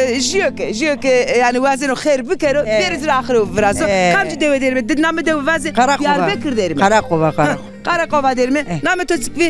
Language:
Zaza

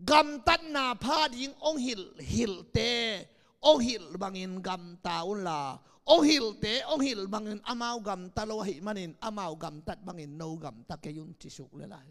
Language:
Tedim Chin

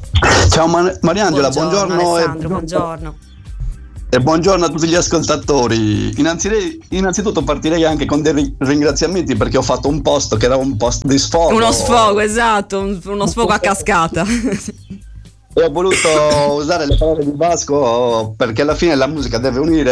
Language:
Italian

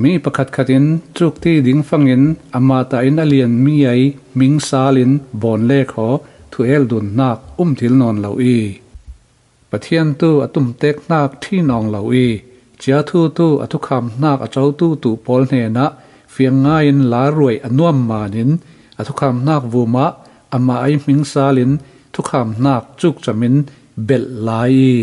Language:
Falam Chin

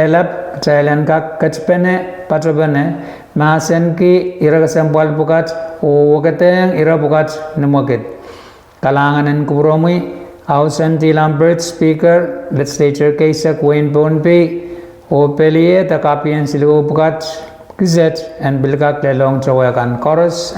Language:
Pohnpeian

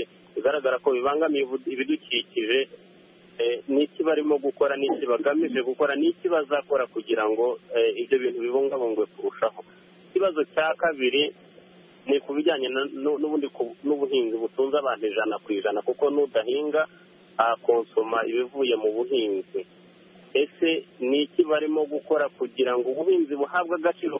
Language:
Kinyarwanda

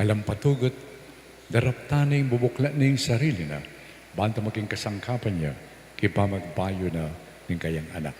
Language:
Pampanga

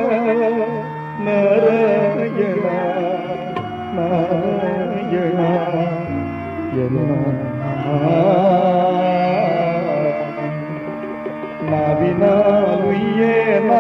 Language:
Tamil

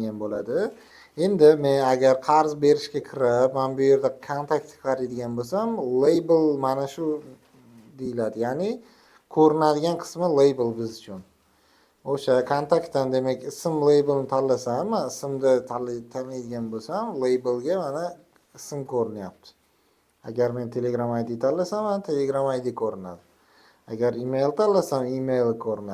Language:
Uzbek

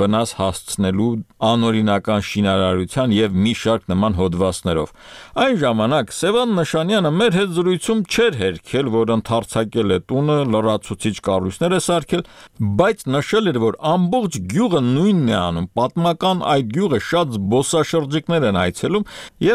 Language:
Armenian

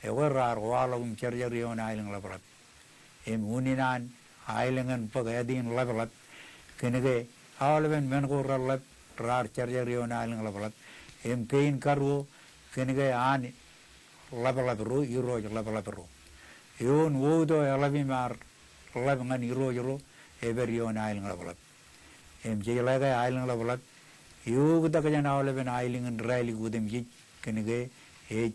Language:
Marshallese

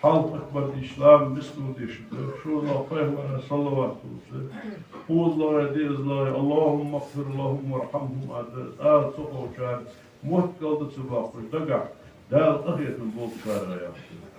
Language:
Ingush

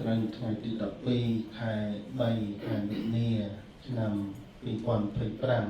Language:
Khmer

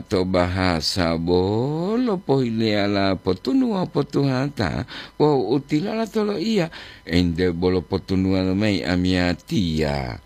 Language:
Gorontalo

